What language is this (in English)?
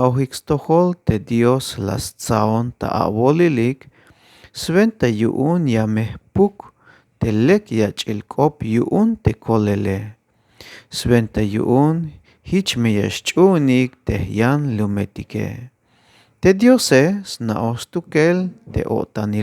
Tzeltal